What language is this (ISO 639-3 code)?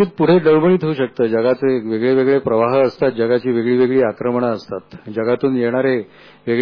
mar